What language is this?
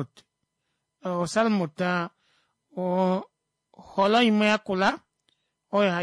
Kuanyama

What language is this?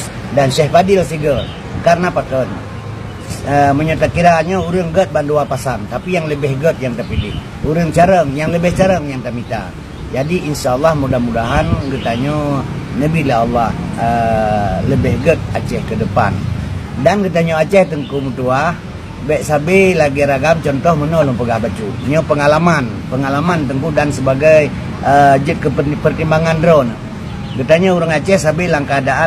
Achinese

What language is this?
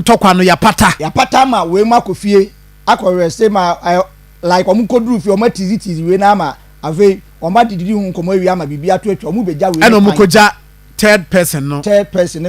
Akan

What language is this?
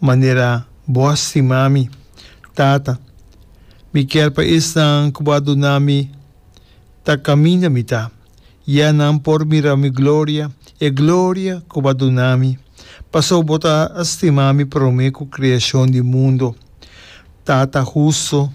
Papiamento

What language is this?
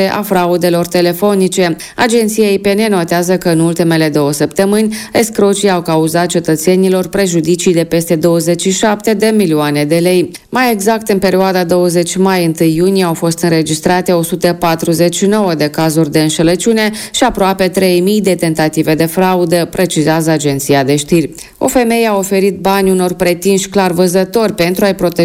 Romanian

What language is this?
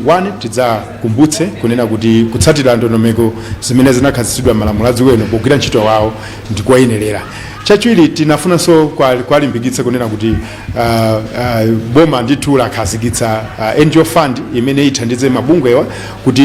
Nyanja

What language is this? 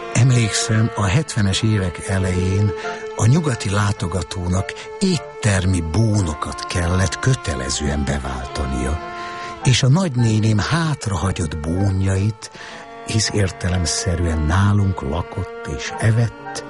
Hungarian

